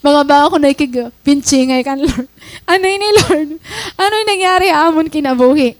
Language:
Waray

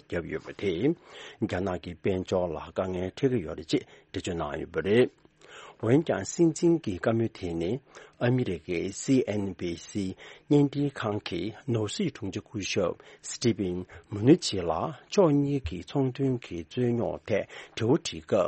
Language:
Tibetan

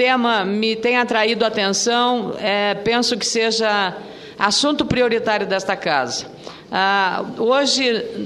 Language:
Portuguese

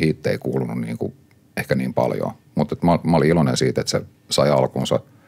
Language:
Finnish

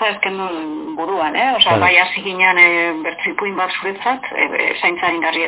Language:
Basque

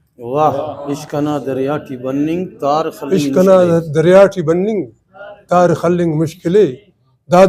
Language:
Brahui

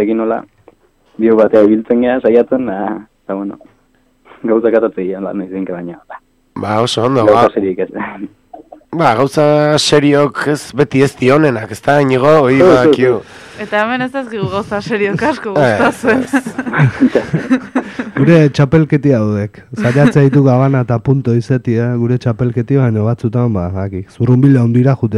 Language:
Basque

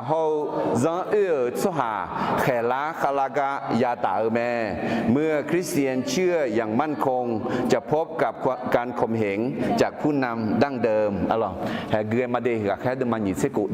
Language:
Akha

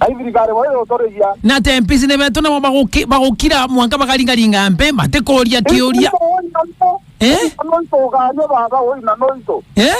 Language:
Meru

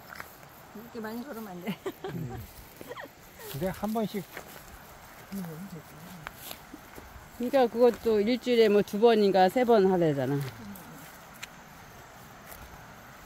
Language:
Korean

